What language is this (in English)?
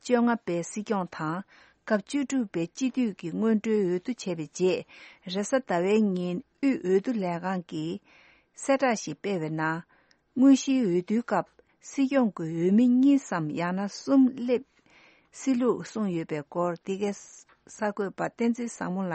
Tibetan